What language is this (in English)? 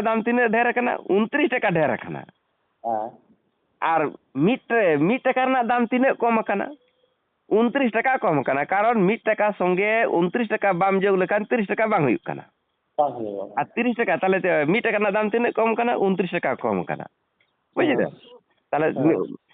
Santali